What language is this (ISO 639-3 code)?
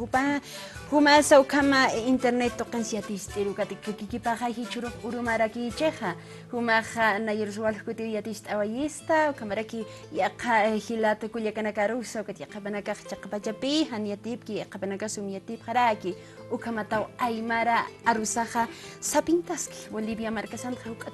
aym